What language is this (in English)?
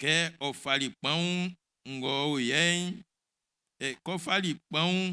Baoulé